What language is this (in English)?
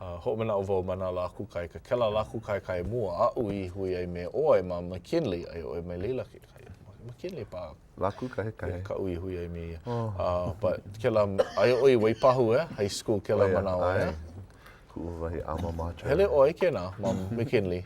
Hawaiian